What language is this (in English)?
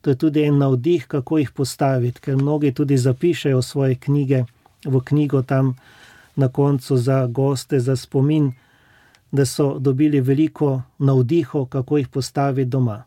Slovenian